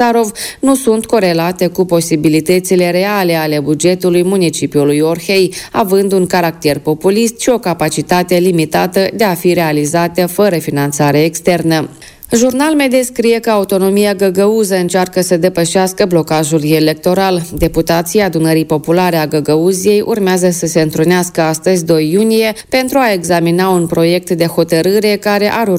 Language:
Romanian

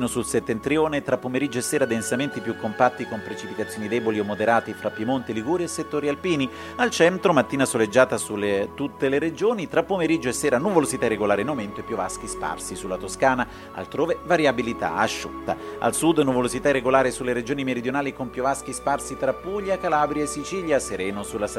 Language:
Italian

